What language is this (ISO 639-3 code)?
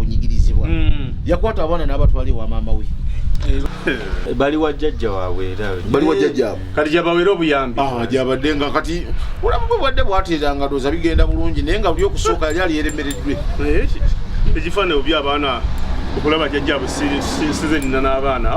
lug